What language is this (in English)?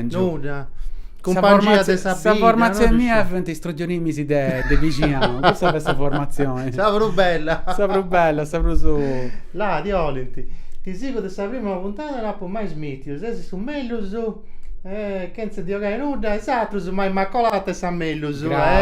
Sardinian